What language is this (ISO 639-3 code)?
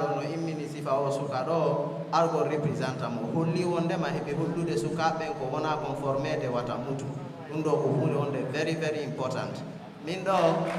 ful